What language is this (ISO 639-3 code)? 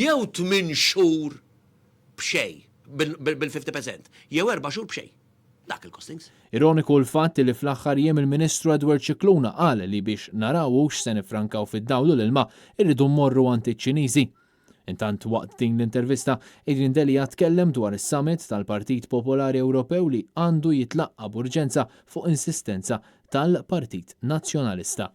mlt